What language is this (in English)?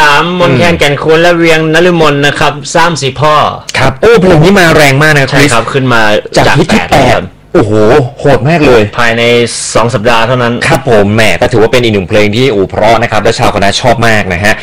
Thai